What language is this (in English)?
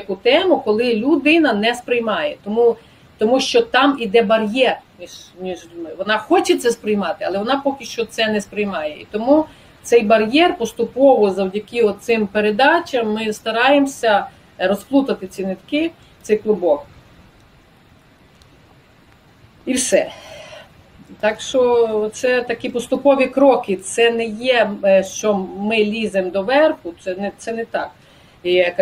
Ukrainian